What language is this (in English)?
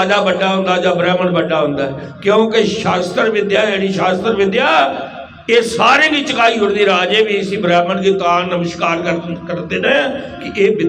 Dogri